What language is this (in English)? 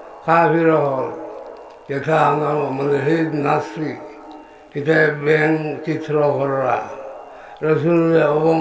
Sylheti